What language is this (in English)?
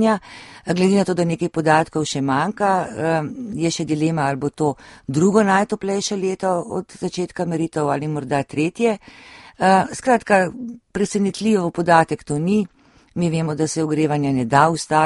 Slovenian